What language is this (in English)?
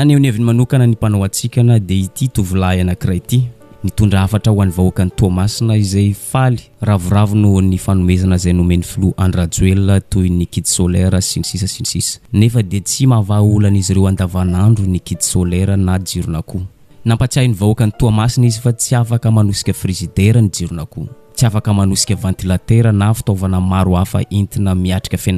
Malagasy